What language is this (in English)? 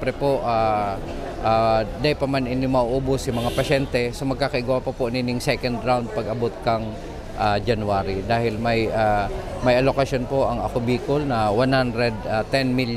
Bikol